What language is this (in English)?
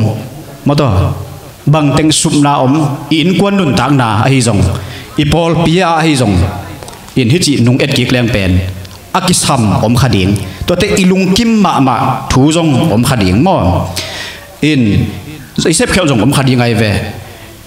Tedim Chin